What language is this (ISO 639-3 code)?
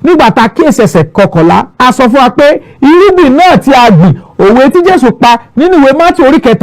yor